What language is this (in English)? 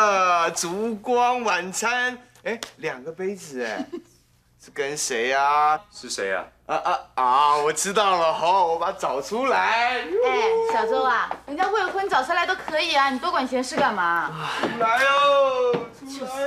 Chinese